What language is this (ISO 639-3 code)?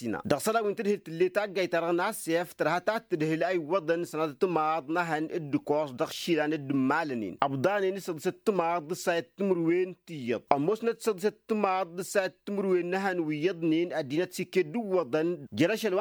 taq